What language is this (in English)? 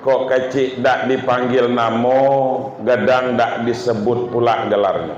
Minangkabau